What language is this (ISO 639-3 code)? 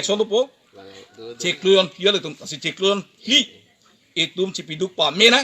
mjw